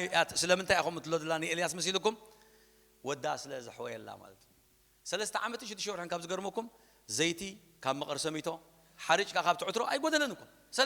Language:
Tigrinya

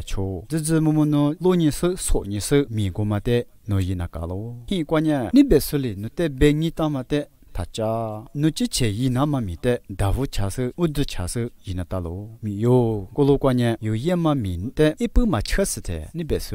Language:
Lisu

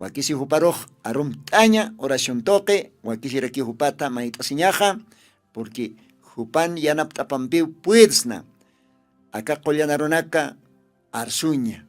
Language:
Aymara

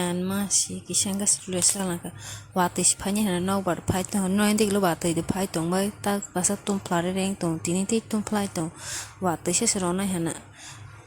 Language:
Kok Borok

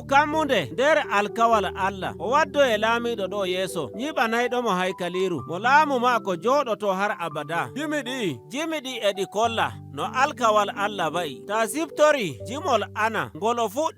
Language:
Nigerian Fulfulde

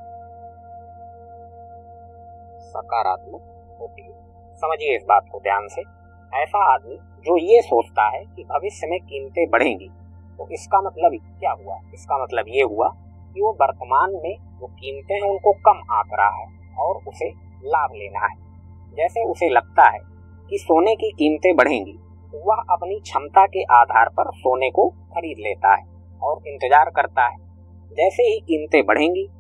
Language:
Hindi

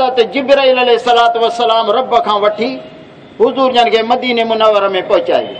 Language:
Saraiki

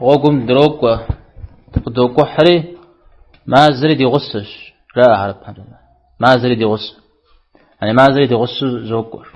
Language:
Kabardian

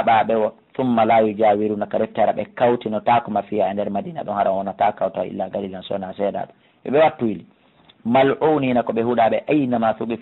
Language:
Fula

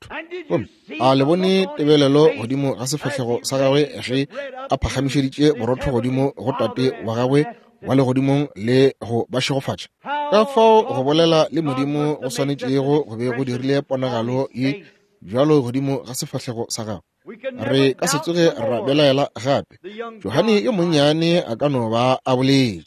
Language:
Northern Sotho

